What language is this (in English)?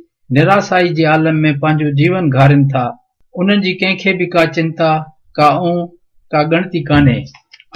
Sindhi